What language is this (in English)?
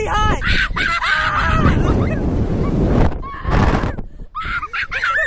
English